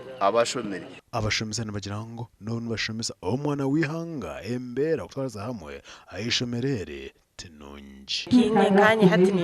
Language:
Nyankole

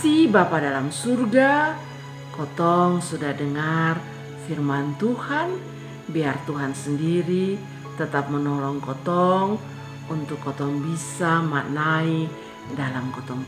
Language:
Kupang Malay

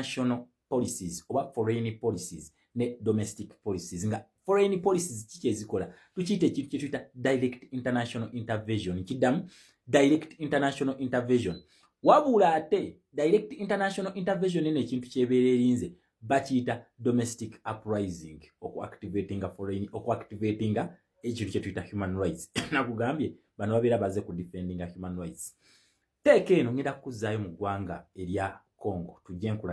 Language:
Ganda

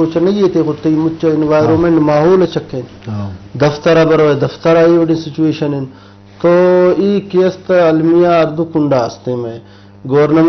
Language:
Eastern Balochi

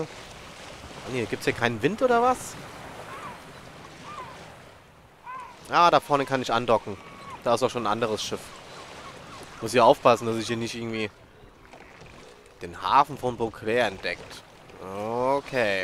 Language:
German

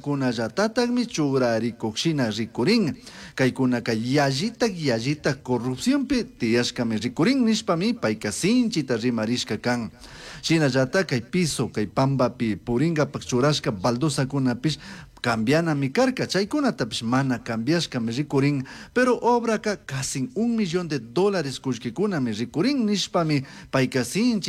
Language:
Chimborazo Highland Quichua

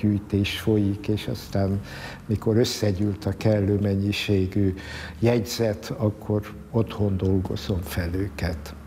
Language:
Hungarian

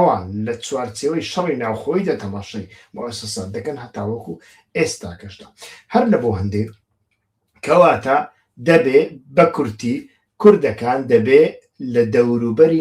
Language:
Central Kurdish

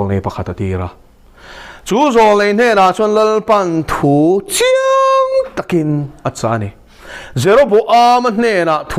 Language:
Mizo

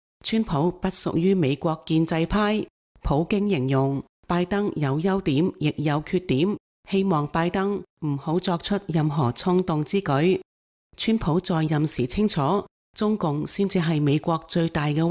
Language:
Cantonese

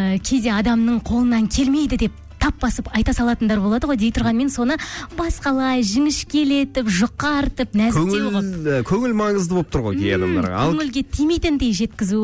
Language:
Kazakh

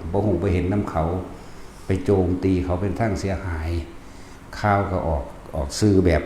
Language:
Northeastern Thai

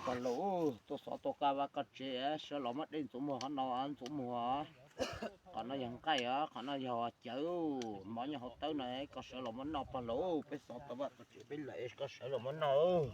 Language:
Hmong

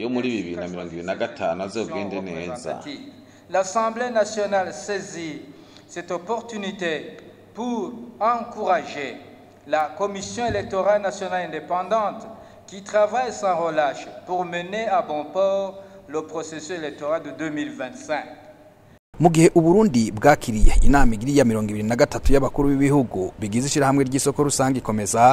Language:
Rundi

